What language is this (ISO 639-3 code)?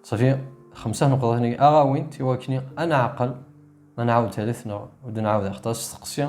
kab